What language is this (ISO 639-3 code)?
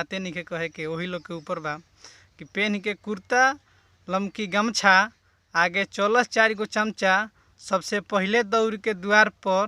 bho